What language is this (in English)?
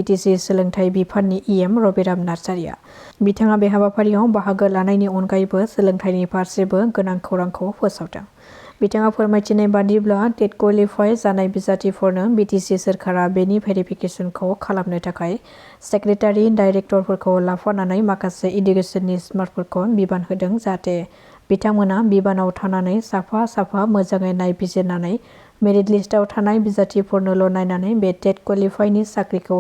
Bodo